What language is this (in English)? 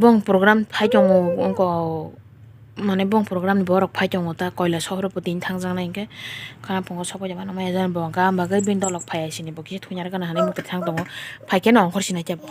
Kok Borok